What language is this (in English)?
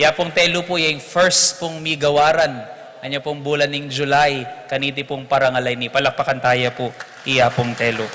Pampanga